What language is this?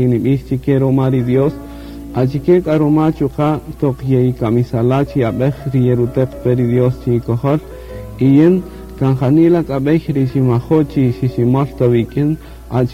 Kaqchikel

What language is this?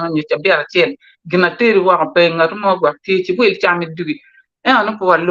Acoli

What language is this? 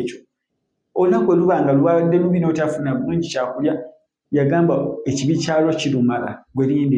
Ganda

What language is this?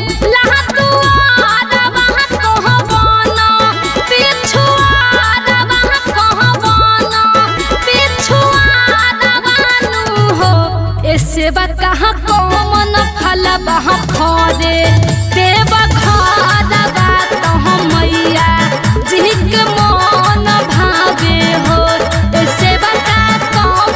Bhojpuri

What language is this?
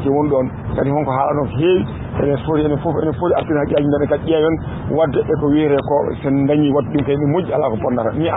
Fula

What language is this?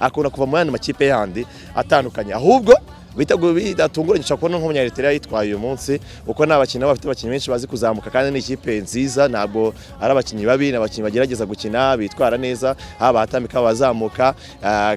Kinyarwanda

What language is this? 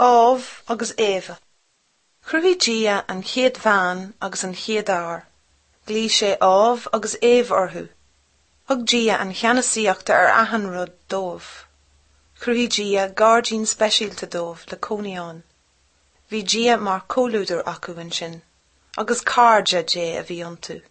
Irish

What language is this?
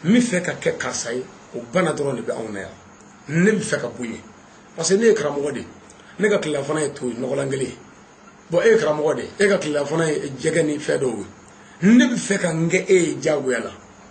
Bambara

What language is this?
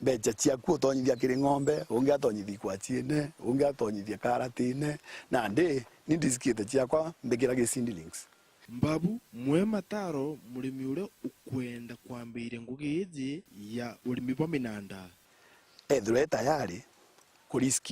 Meru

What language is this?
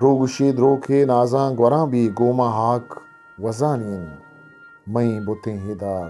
Eastern Balochi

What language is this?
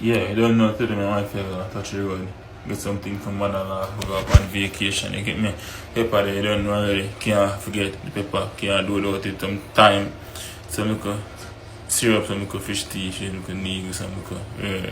Jamaican Creole English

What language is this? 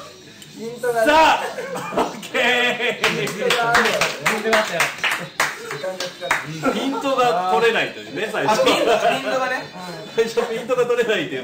Japanese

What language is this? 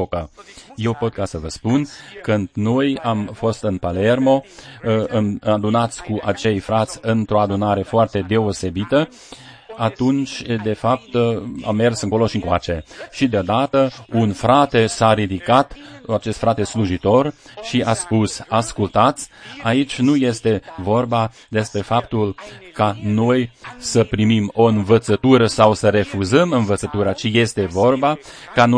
Romanian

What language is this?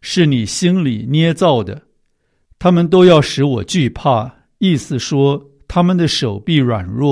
Chinese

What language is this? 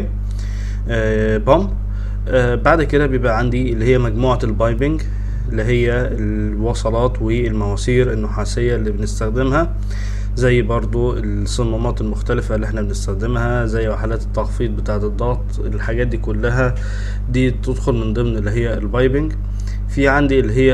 Egyptian Arabic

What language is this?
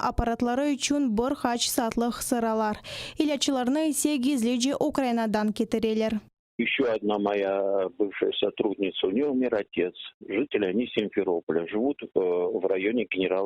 Crimean Tatar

